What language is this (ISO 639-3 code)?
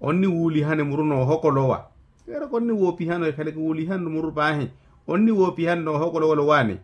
vmw